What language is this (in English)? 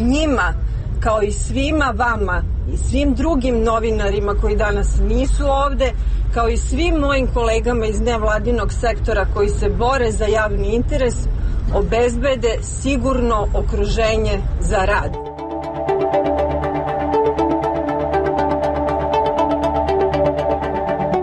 Serbian